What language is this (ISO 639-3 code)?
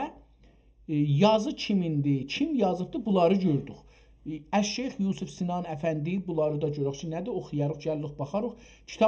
azb